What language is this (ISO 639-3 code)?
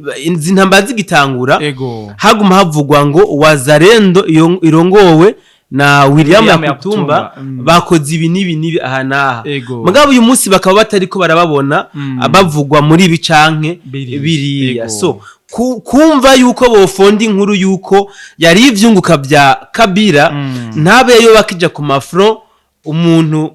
run